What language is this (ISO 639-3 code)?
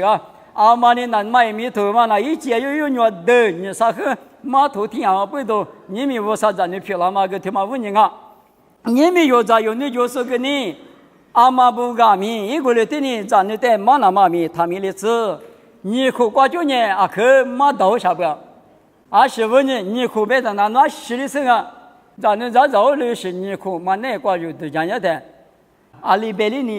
lis